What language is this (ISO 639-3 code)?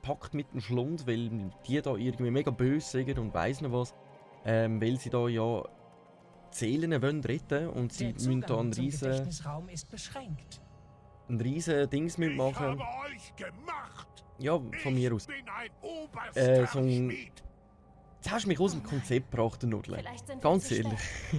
gsw